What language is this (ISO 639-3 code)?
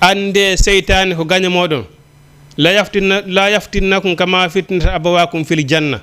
ful